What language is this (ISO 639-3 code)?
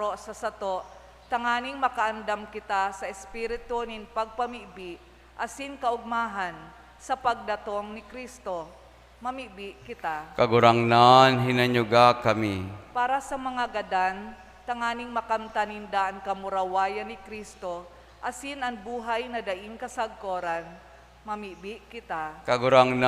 bik